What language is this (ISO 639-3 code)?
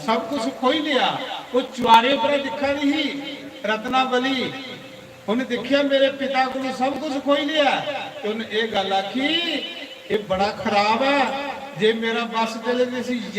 doi